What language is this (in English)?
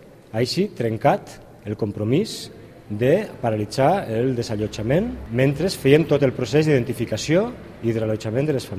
Catalan